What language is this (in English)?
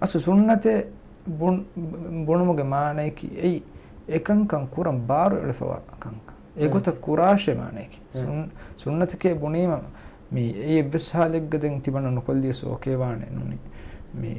Divehi